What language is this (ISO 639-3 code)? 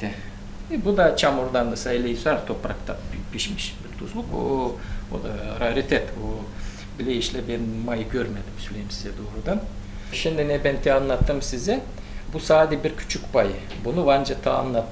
gag